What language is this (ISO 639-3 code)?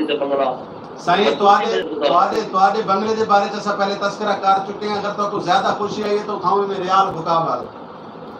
skr